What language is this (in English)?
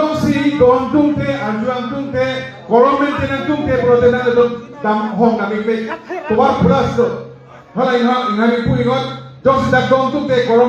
Karbi